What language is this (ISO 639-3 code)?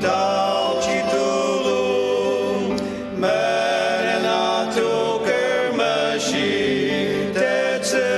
njo